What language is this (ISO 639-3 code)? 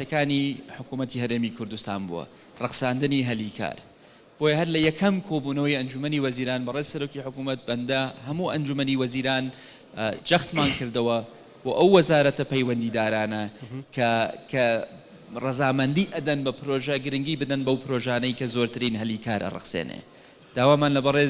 ckb